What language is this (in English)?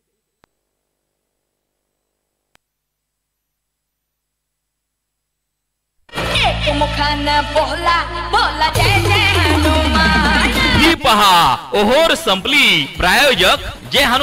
Marathi